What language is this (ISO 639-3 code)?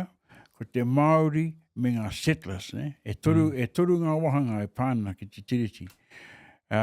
mri